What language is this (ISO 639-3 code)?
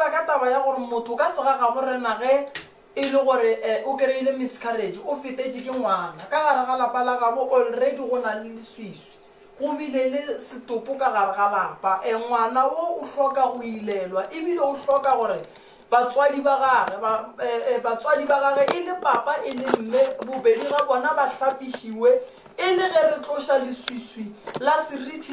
nso